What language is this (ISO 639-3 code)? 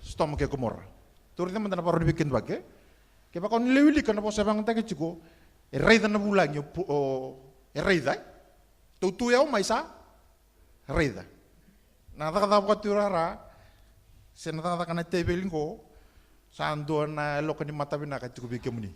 fij